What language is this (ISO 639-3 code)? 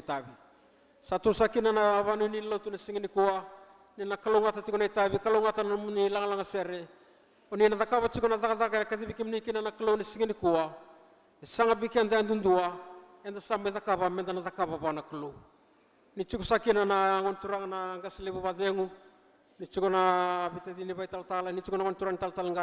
fij